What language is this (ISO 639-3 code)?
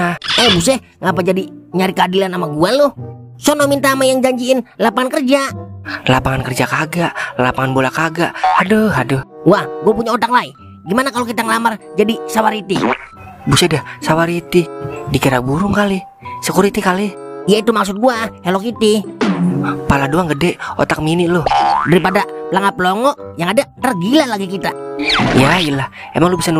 bew